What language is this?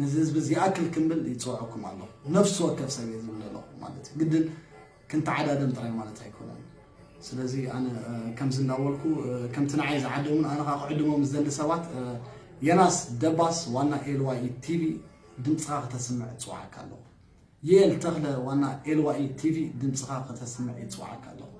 Tigrinya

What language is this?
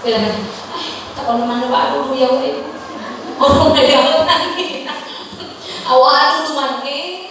Nias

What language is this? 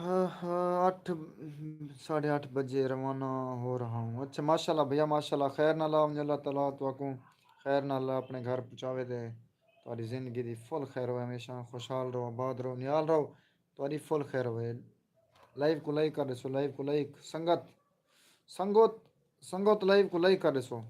Saraiki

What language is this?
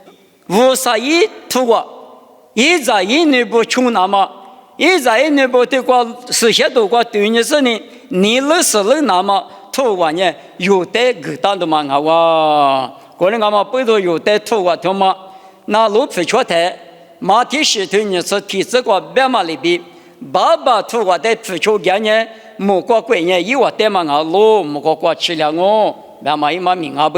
Lisu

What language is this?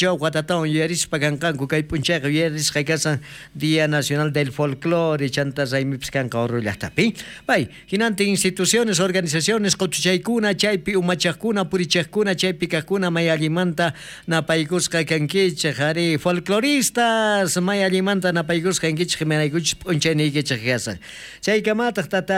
South Bolivian Quechua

